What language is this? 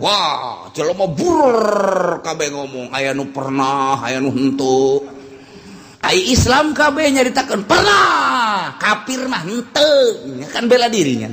Sundanese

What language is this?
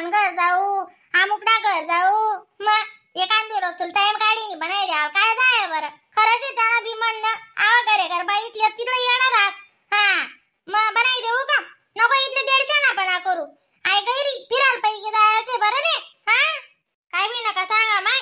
Khandesi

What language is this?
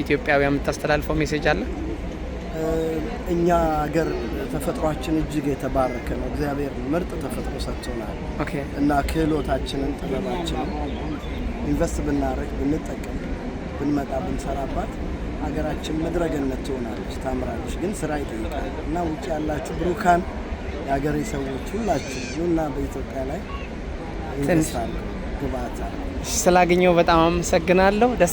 Amharic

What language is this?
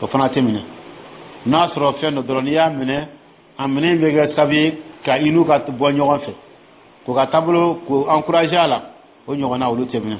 Dyula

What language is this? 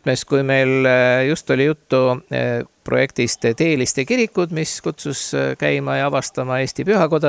Estonian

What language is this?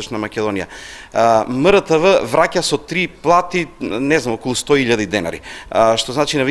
Macedonian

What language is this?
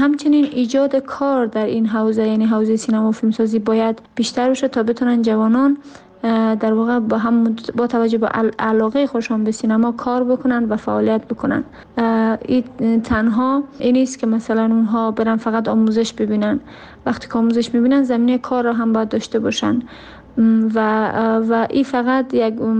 Persian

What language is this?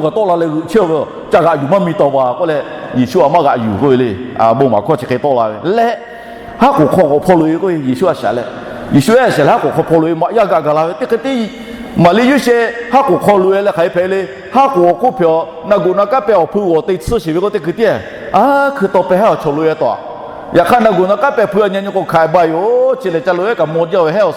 Lahu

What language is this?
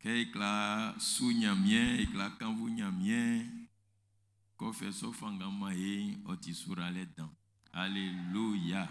Baoulé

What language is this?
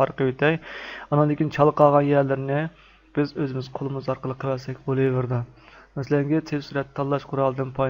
Uyghur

